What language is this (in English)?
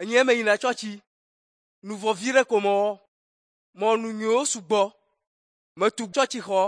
Ewe